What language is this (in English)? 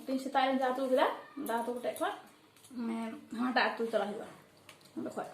Santali